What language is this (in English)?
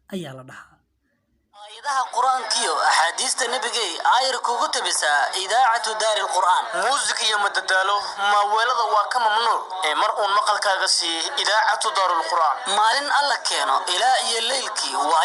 Somali